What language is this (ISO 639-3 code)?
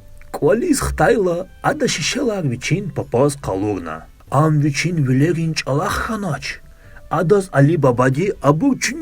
lez